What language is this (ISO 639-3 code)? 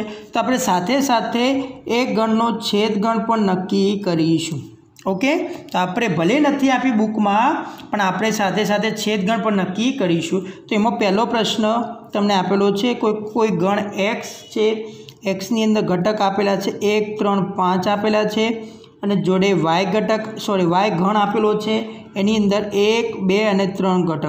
guj